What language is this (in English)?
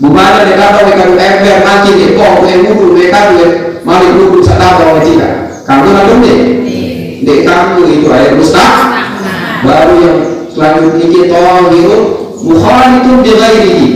Sasak